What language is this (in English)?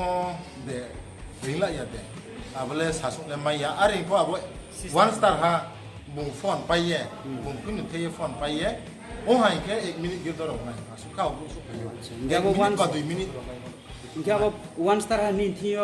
Riang (India)